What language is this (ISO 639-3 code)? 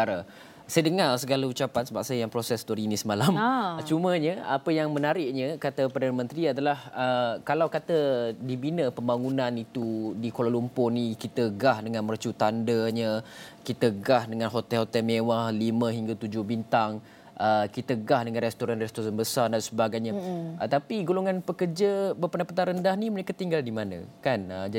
msa